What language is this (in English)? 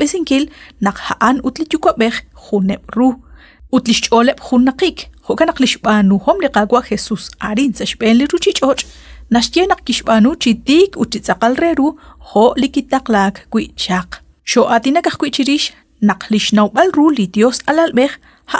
Kekchí